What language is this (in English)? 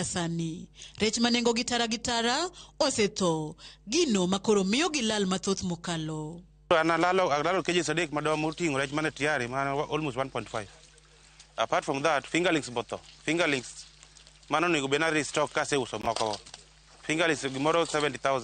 Luo (Kenya and Tanzania)